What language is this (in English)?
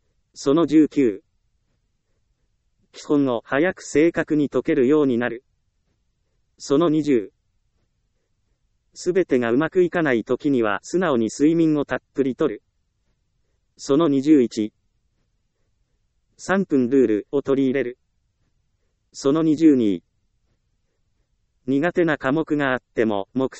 Japanese